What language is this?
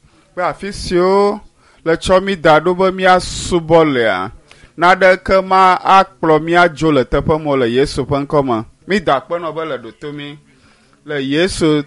Ewe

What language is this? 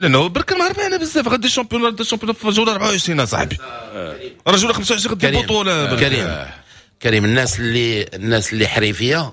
Moroccan Arabic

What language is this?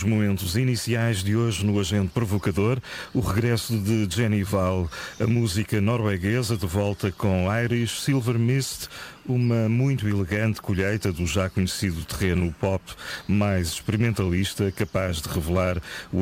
Portuguese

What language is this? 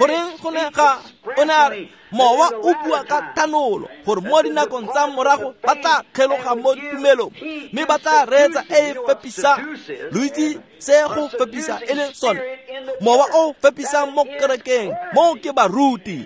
Tswana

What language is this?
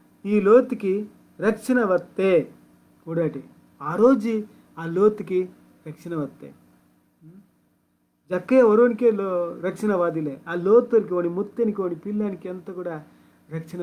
Koya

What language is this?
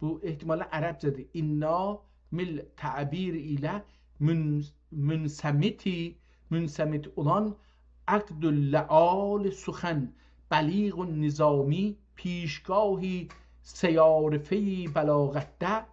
South Azerbaijani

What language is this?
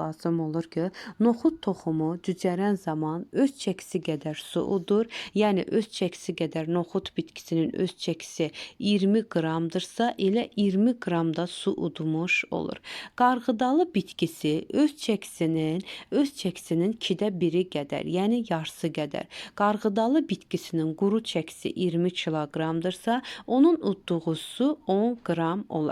Azerbaijani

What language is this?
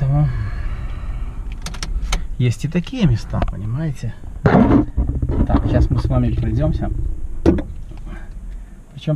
Russian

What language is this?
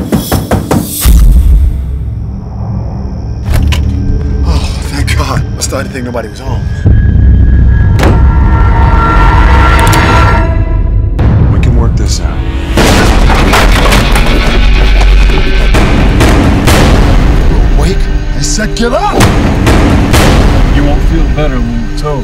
English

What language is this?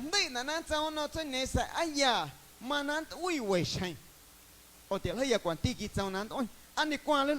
Guerrero Amuzgo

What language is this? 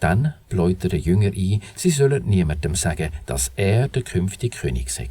Swiss German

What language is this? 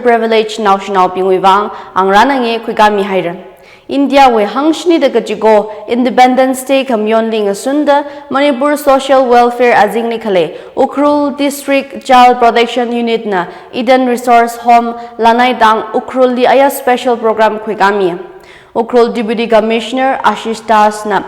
Tangkhul Naga (India)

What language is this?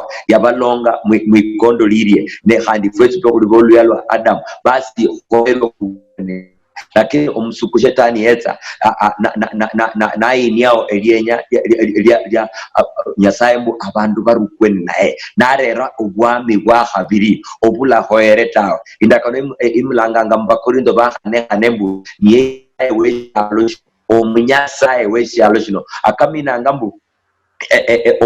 Luyia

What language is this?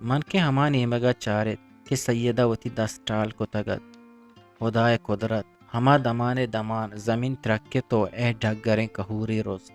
Eastern Balochi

